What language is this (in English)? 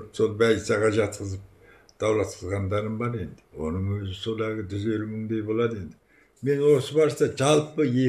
Kazakh